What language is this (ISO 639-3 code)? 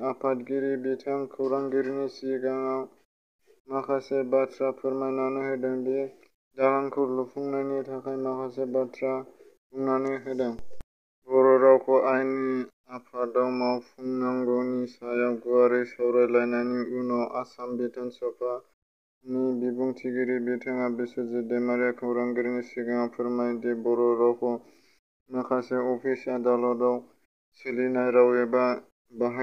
brx